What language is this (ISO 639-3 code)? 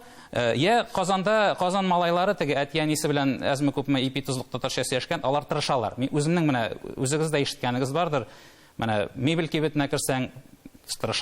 tat